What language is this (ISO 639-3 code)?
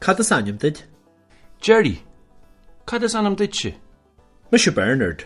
gle